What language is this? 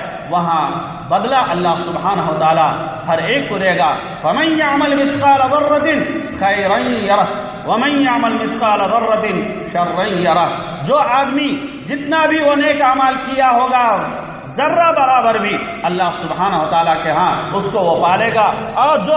Urdu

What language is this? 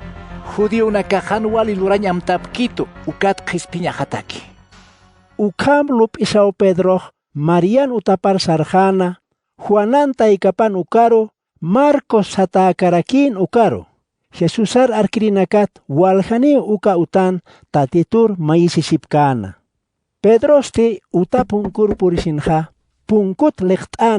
Aymara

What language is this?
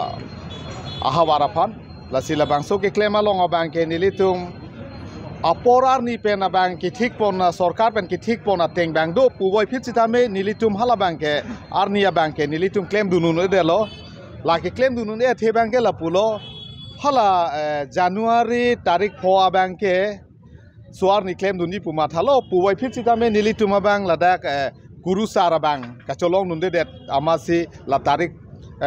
Karbi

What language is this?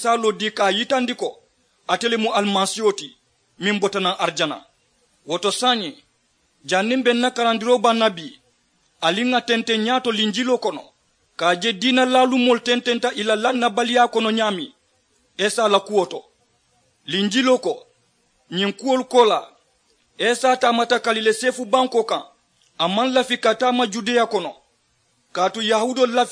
Mandingo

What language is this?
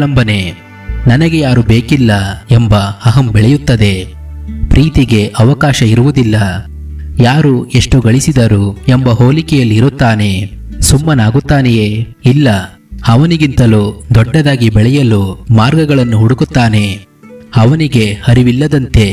Kannada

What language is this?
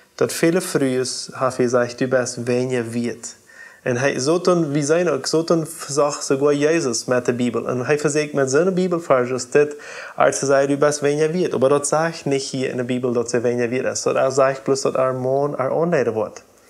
Plautdietsch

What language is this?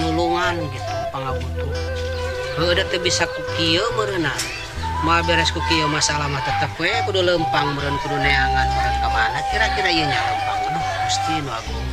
Sundanese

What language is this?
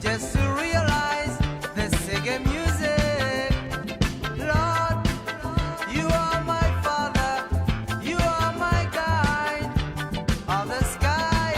Morisyen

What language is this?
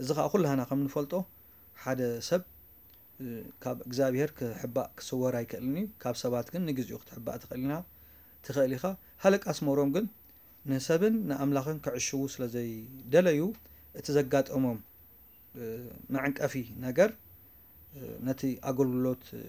Tigrinya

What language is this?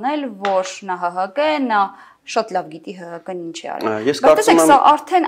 Armenian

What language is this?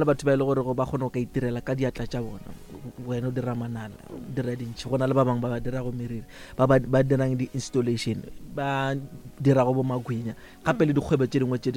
Northern Sotho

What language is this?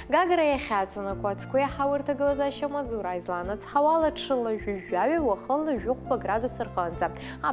Abkhazian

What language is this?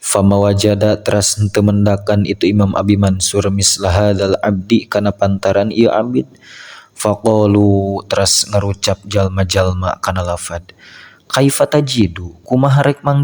Sundanese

